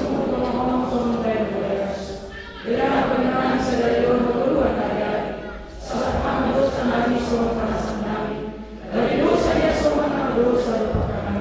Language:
Batak Simalungun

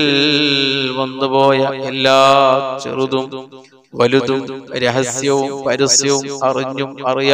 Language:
Malayalam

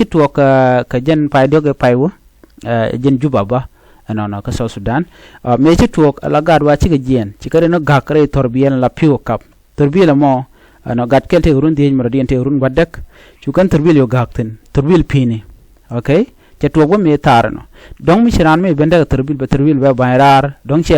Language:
Nuer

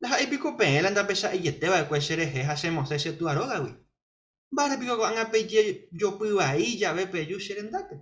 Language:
Guarani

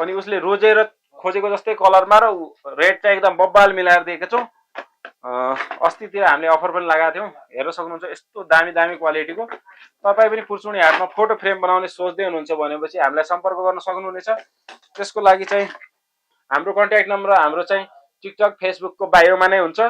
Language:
Nepali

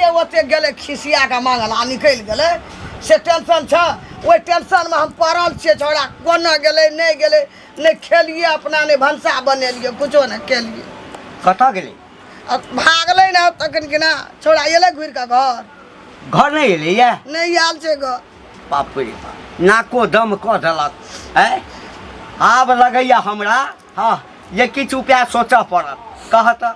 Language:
Maithili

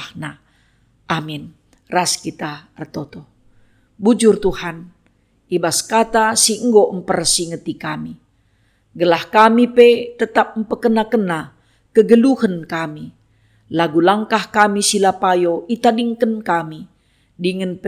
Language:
Batak Karo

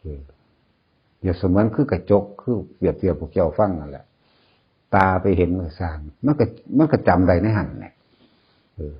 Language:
Northeastern Thai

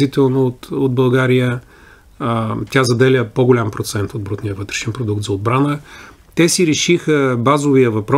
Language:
Bulgarian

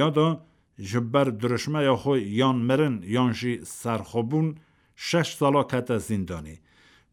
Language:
Kurdish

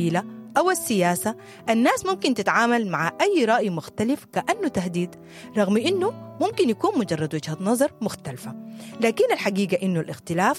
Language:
Sudanese Arabic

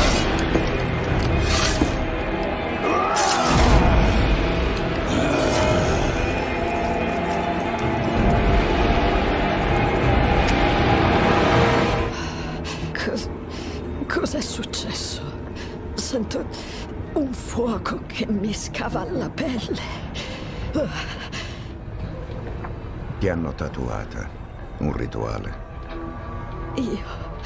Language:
Italian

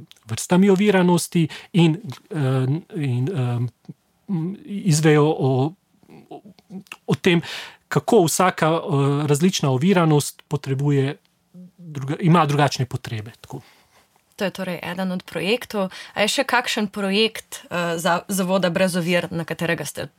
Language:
Slovenian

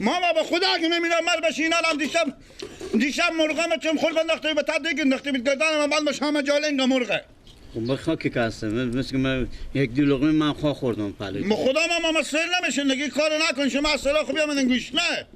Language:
Persian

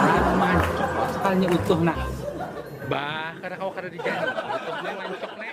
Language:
Banjar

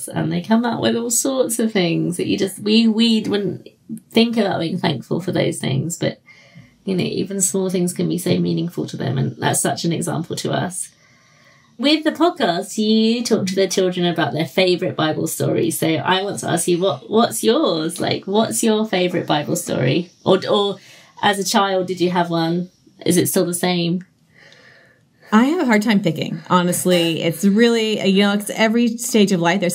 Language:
English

